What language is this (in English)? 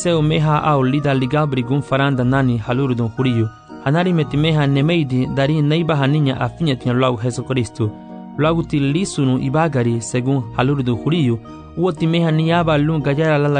Garifuna